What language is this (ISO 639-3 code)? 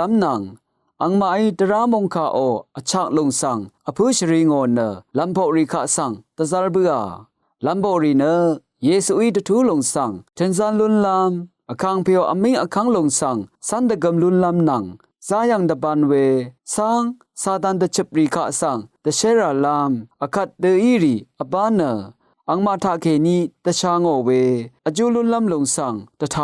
raw